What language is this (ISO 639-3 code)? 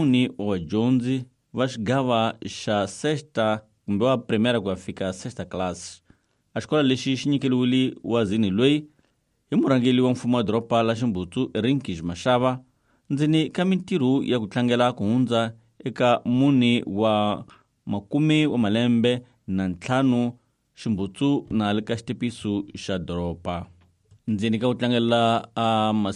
tso